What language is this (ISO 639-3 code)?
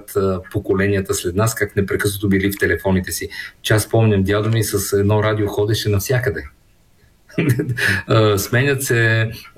bul